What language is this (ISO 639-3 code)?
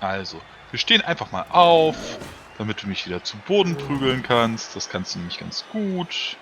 gsw